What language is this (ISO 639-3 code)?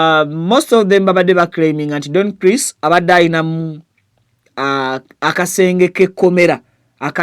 lug